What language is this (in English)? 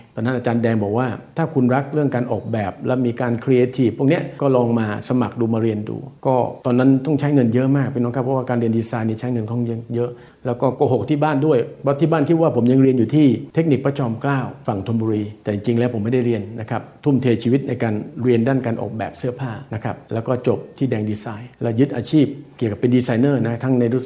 Thai